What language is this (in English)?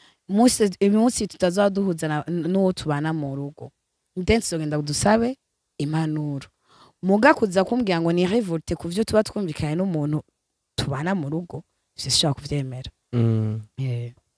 Rundi